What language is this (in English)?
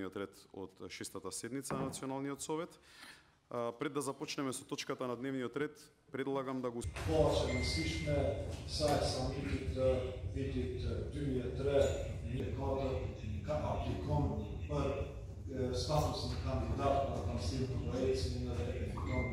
Macedonian